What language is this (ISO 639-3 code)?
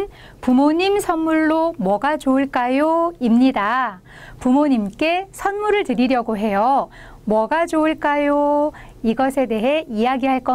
kor